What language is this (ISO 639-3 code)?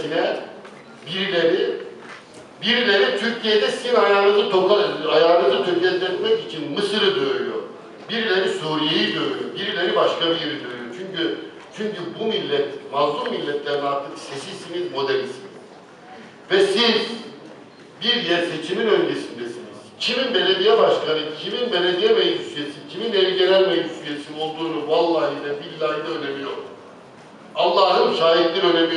tur